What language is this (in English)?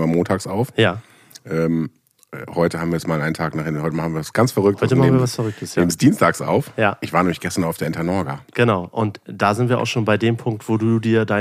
German